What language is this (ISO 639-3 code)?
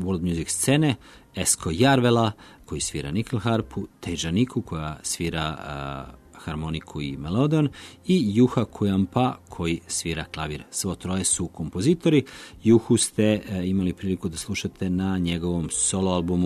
srp